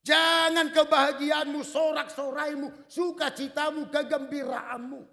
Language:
Batak Toba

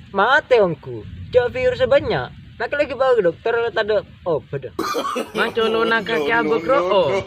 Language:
Madurese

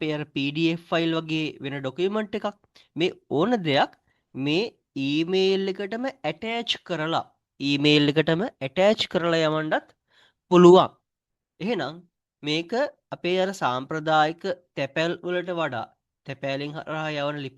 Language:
Sinhala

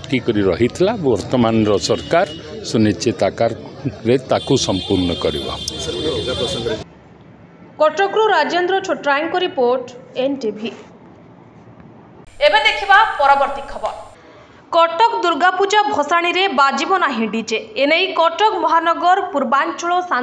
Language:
Odia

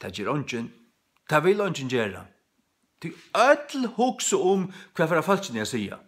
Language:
Faroese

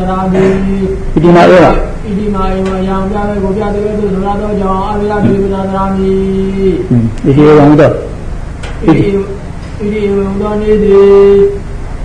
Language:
Burmese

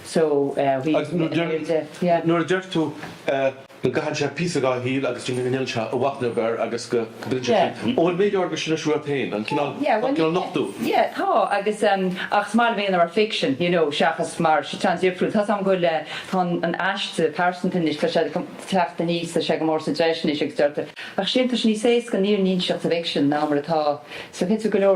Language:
Irish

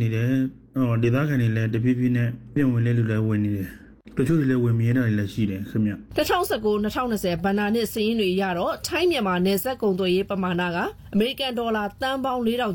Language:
Burmese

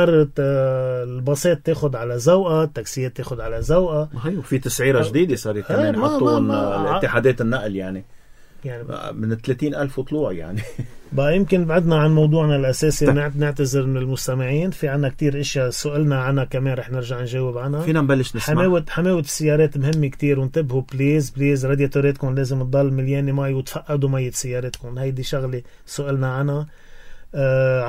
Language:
North Levantine Arabic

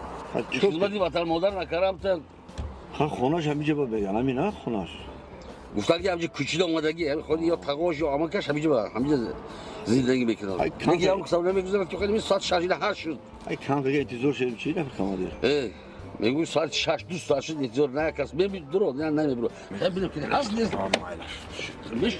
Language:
Tajik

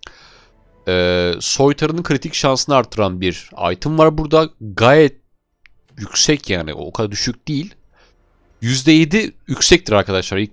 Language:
Turkish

